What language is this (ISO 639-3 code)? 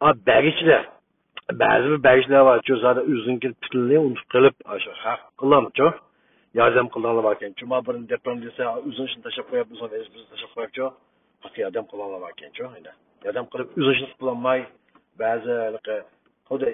uig